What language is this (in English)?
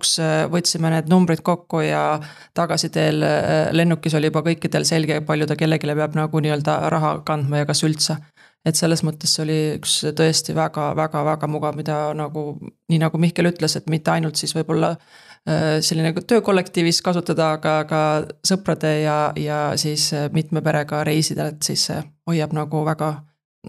Estonian